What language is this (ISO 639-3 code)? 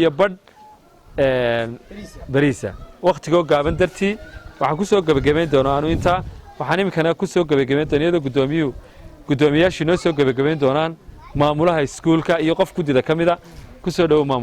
som